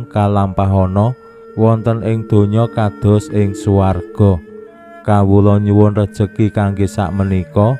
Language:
Javanese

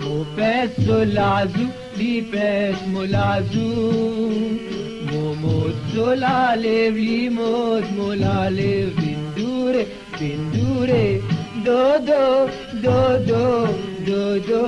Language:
Morisyen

